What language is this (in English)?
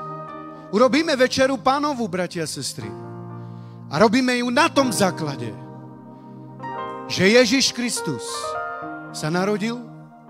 Slovak